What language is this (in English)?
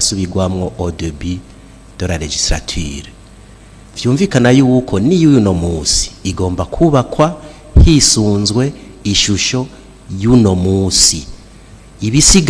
Rundi